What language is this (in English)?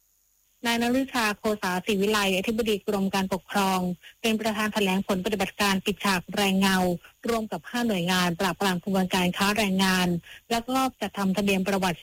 Thai